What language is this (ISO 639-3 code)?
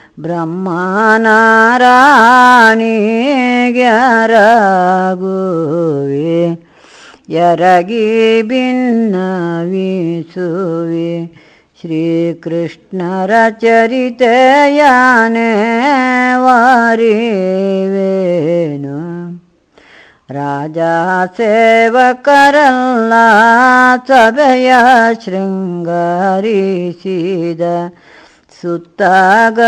kan